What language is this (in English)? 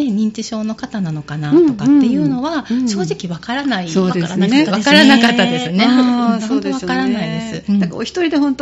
Japanese